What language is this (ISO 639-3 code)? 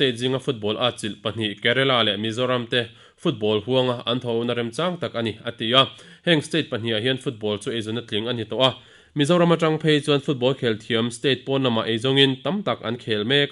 lus